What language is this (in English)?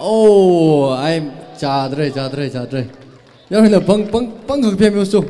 Tangkhul Naga (India)